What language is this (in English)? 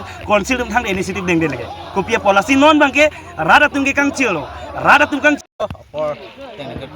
Karbi